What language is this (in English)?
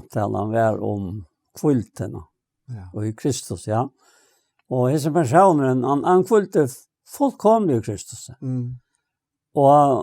Faroese